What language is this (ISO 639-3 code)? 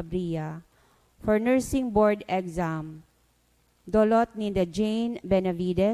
bik